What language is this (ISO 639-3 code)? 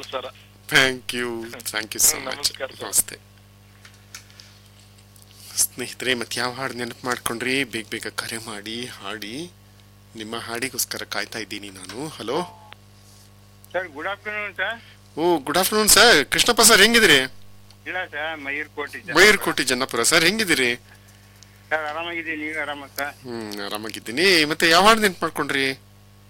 kan